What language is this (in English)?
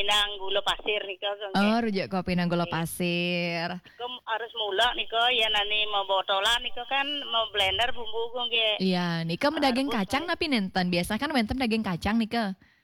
Balinese